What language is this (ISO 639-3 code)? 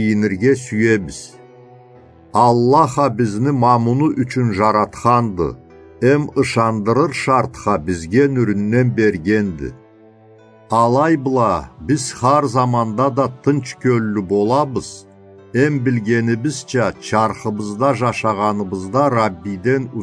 krc